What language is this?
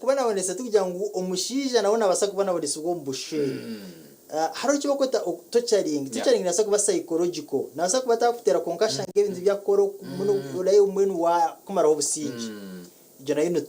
Nyankole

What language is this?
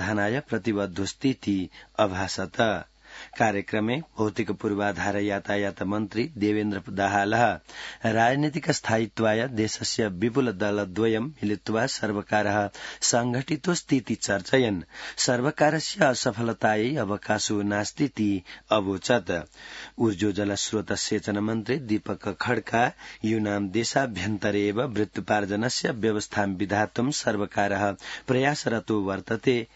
Sanskrit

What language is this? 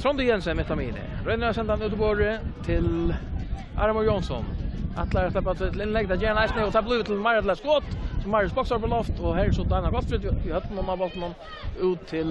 Faroese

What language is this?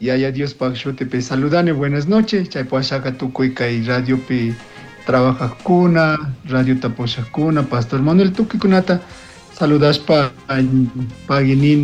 Chimborazo Highland Quichua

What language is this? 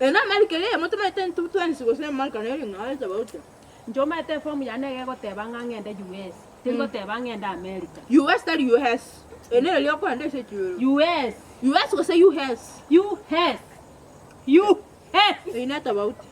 Gusii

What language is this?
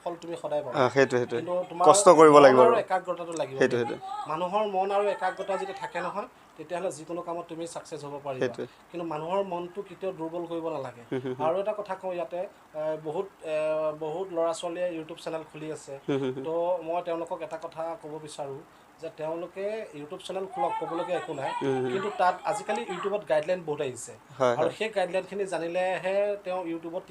Assamese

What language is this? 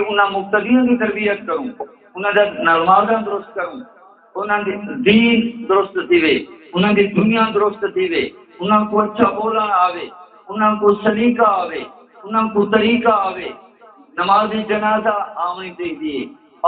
Saraiki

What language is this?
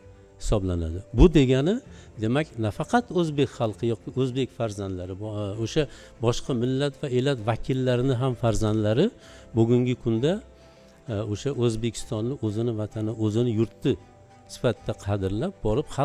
Uzbek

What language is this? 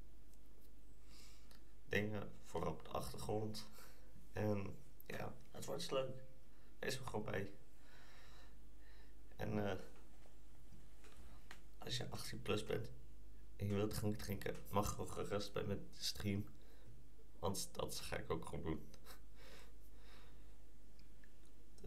Dutch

